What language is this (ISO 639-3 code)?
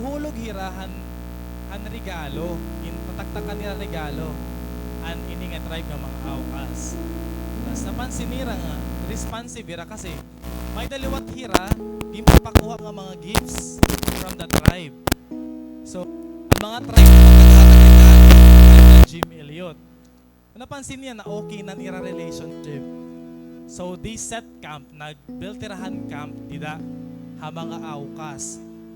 war